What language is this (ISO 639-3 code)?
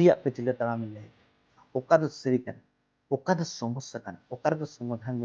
sat